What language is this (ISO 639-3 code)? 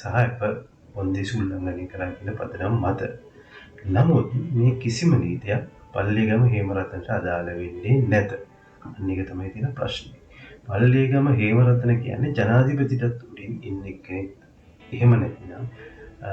sin